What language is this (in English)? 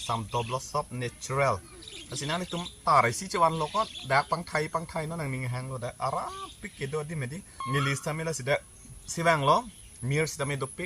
Karbi